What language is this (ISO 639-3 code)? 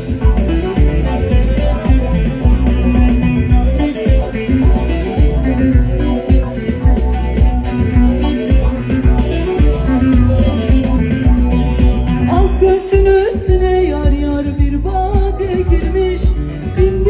tur